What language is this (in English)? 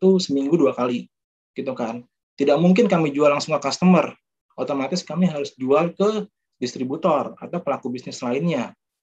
Indonesian